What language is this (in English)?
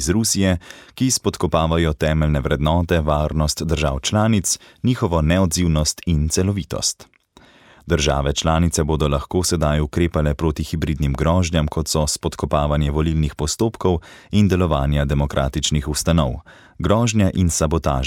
Slovenian